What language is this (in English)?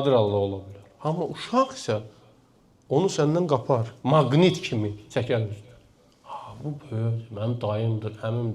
Azerbaijani